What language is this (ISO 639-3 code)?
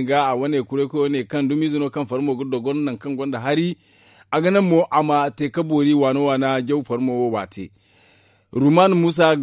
dje